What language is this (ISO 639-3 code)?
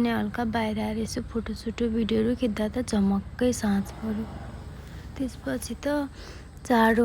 nep